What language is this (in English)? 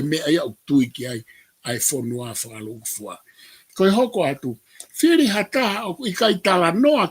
Tongan